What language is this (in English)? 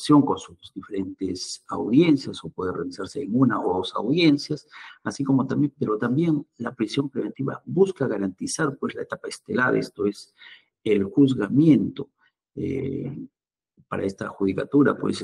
Spanish